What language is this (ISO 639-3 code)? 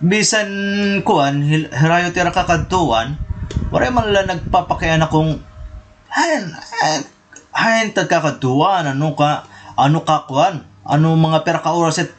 war